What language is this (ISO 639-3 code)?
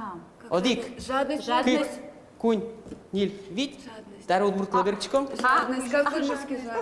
udm